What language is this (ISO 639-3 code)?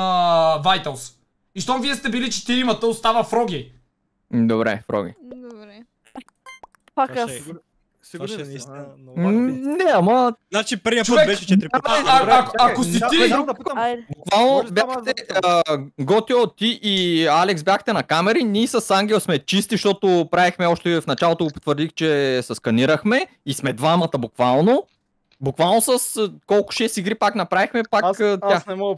bul